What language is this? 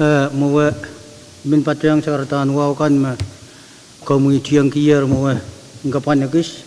Pohnpeian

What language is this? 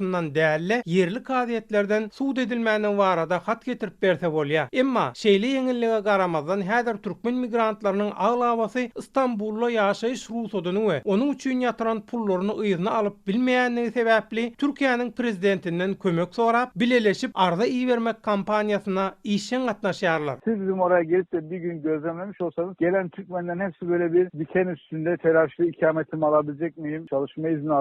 Turkmen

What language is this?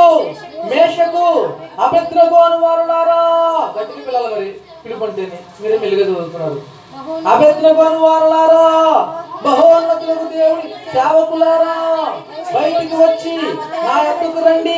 Telugu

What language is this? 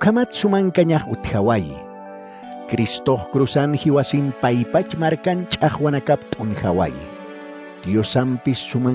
Aymara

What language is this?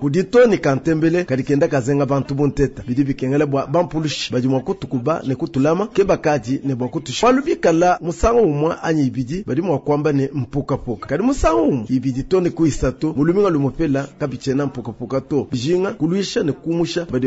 Luba-Lulua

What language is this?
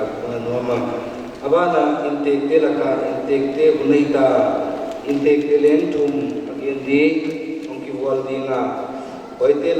Paite Chin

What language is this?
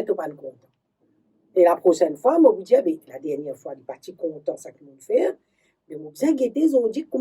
Morisyen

